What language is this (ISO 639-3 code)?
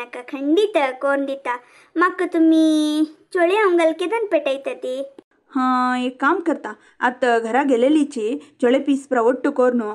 kok